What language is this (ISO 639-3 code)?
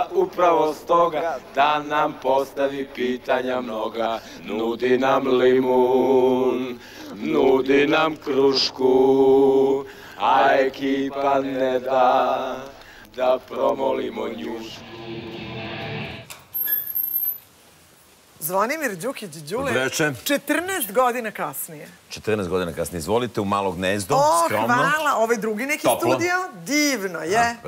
srp